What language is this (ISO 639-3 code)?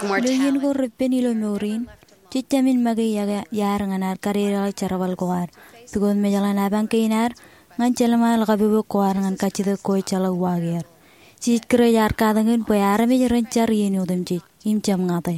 mah